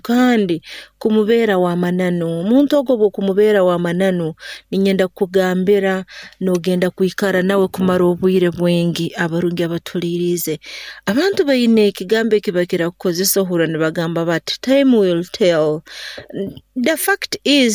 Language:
Nyoro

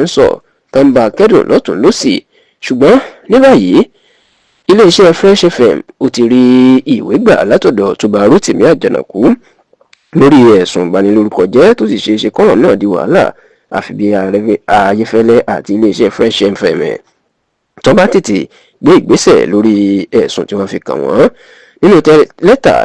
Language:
Yoruba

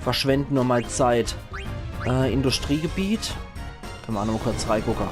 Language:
Palatine German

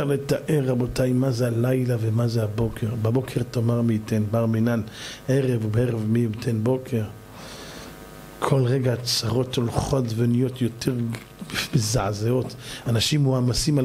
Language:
Hebrew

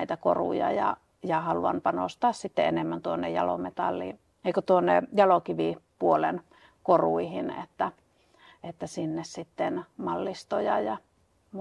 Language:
Finnish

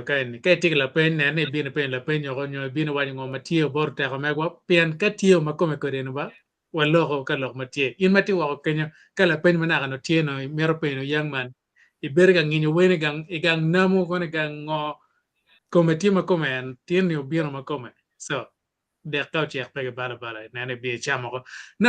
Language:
Acoli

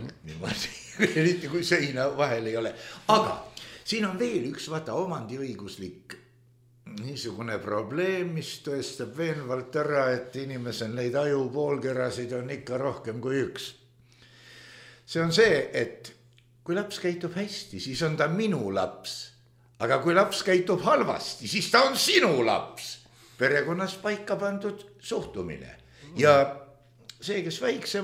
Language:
Estonian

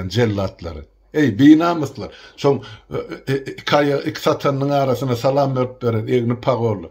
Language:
Turkmen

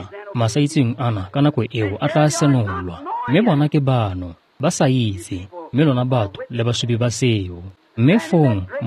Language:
Tswana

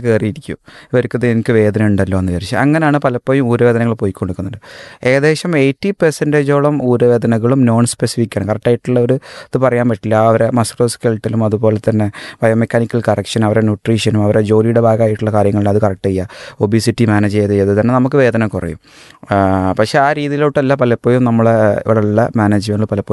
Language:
Malayalam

